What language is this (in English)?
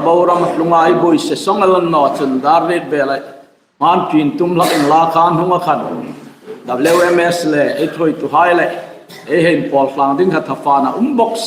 Hmar